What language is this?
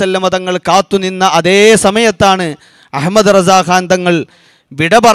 Malayalam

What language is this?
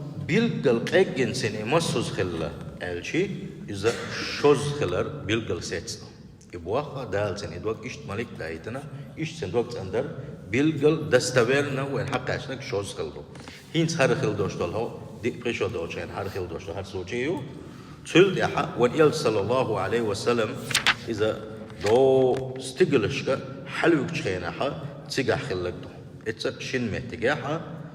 Chechen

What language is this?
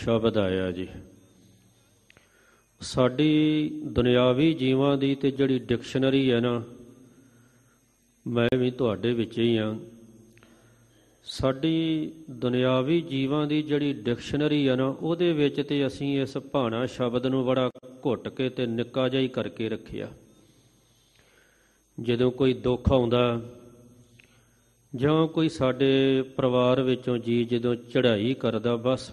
Punjabi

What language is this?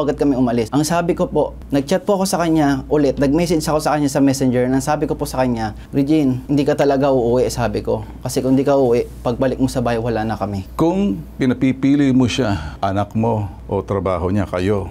Filipino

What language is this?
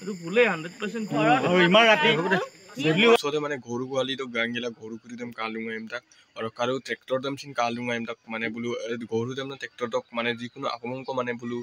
Assamese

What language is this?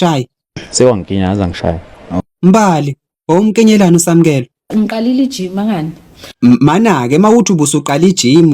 Zulu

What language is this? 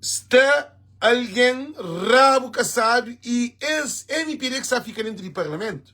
Kabuverdianu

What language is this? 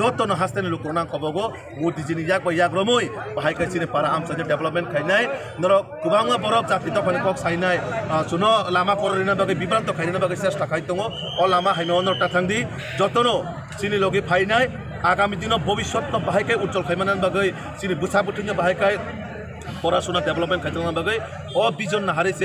Kok Borok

